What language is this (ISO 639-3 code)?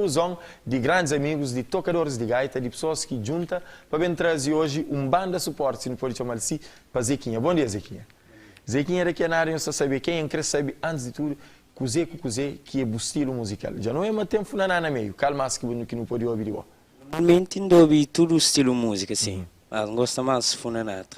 kea